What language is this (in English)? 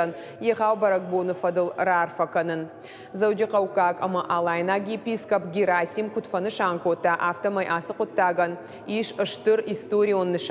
Ossetic